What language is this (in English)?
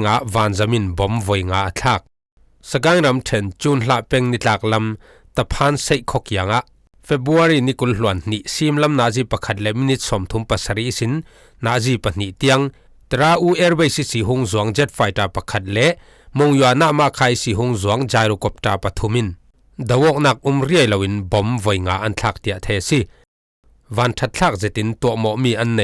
Falam Chin